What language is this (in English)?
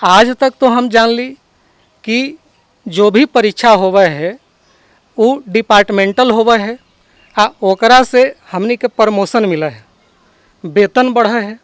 Magahi